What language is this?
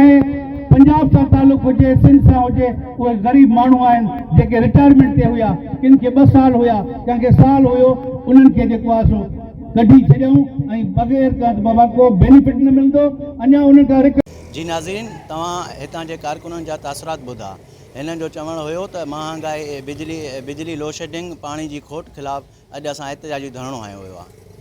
Sindhi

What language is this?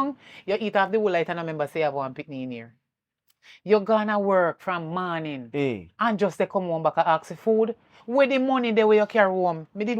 Jamaican Creole English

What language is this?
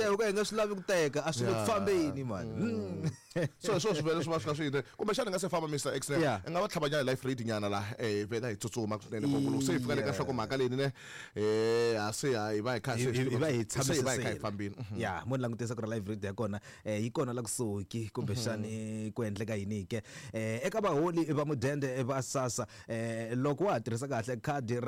Tsonga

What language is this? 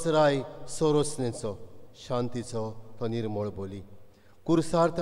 Konkani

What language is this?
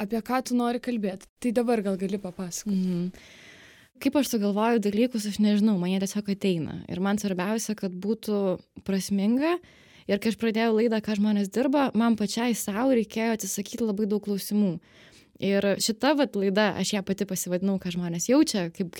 Lithuanian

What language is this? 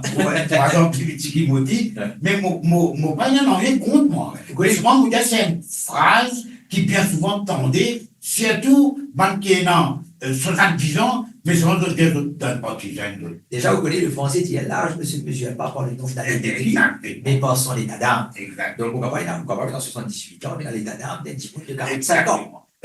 Morisyen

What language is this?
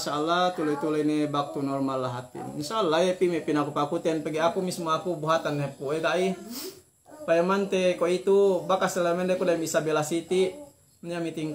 Yakan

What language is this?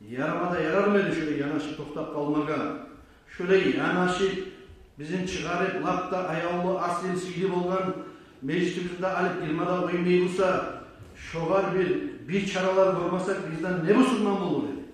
Kumyk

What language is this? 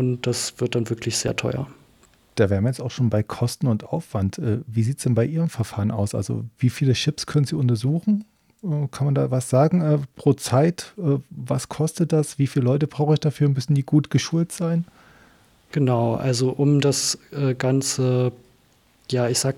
German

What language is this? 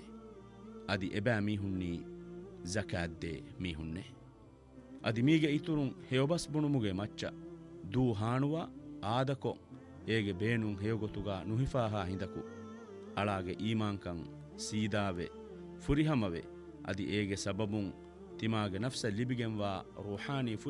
Divehi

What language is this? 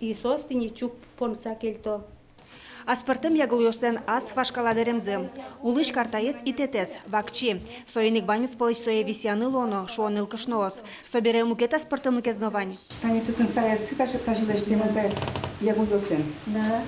Udmurt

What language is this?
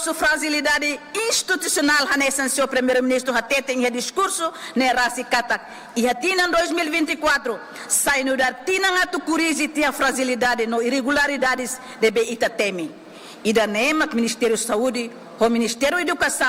Tetum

